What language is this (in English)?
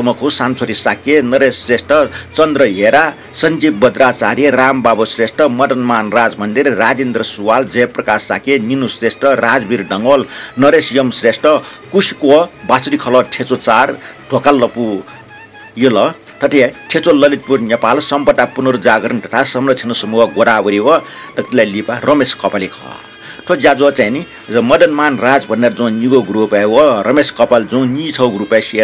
Newari